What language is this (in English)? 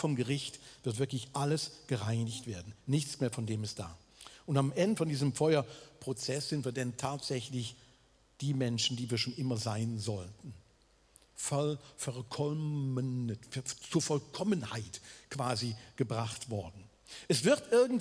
Swiss German